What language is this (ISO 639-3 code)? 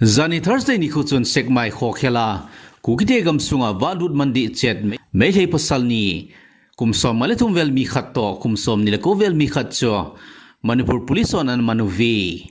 tcz